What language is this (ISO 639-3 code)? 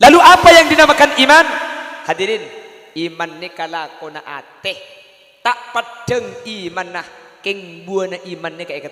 mad